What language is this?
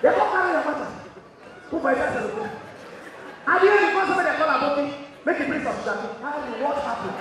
Nigerian Pidgin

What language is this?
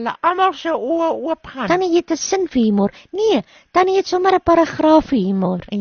Afrikaans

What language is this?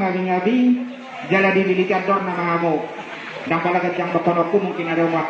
Batak Toba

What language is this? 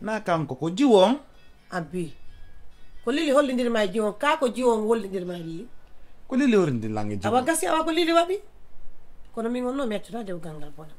Fula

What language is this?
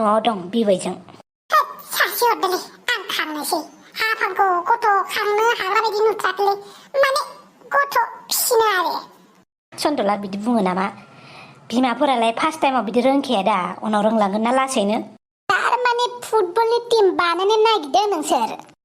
Bodo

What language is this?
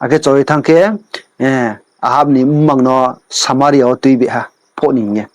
Riang (India)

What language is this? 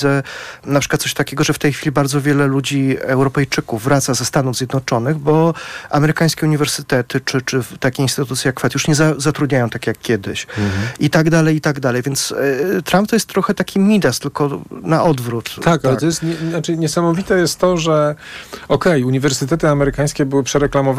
Polish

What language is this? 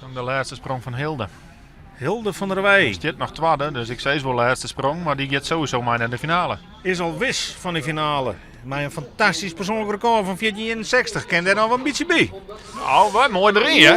Western Frisian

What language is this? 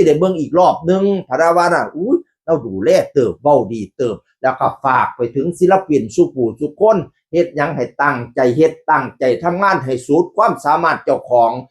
Northeastern Thai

